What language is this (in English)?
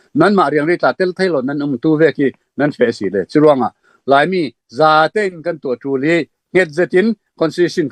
Falam Chin